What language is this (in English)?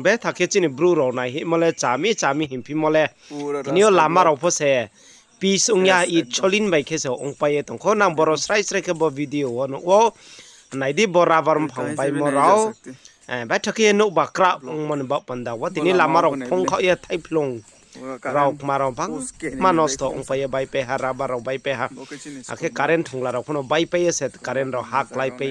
Riang (India)